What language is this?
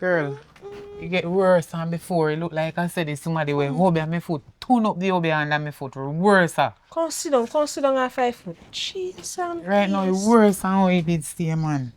Jamaican Creole English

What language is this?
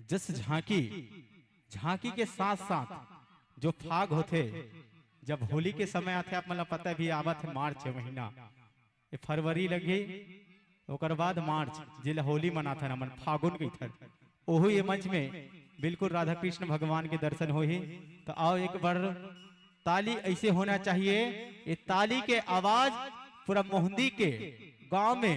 Chhattisgarhi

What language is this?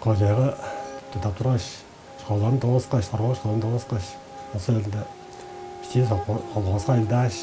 Tuvinian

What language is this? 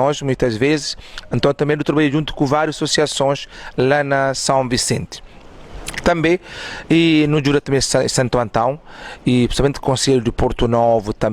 Kabuverdianu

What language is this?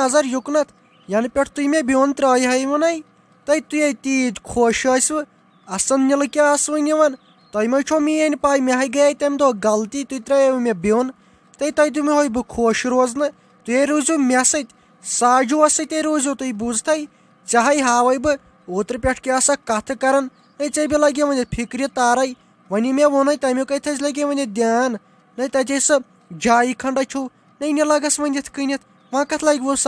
Kashmiri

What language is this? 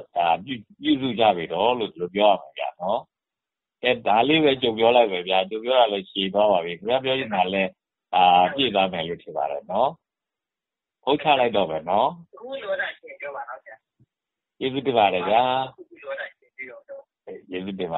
Burmese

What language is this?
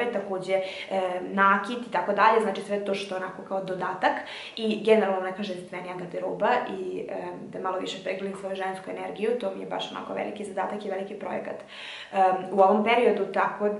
Serbian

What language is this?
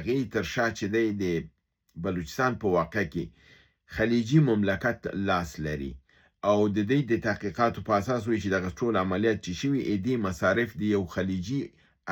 Pashto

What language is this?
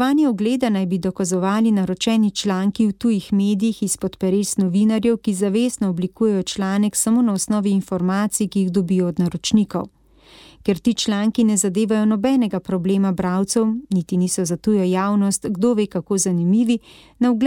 Slovenian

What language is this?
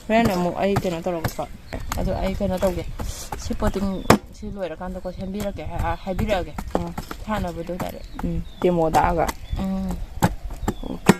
Manipuri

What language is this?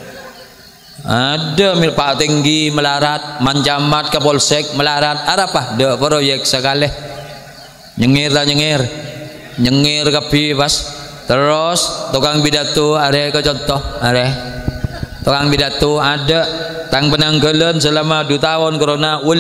Madurese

